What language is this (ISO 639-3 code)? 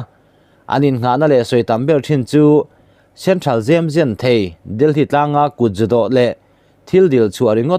lus